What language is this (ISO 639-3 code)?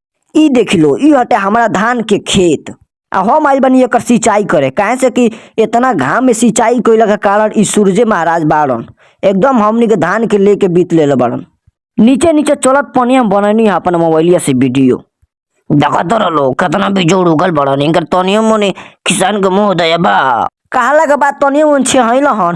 bho